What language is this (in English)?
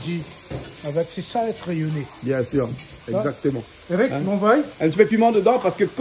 Réunion Creole French